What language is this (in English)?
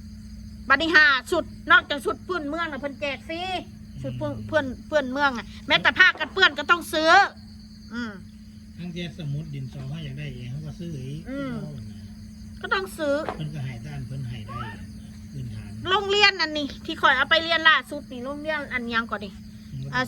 Northeastern Thai